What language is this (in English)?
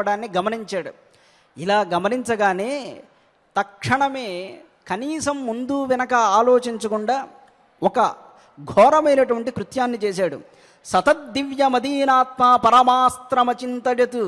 Telugu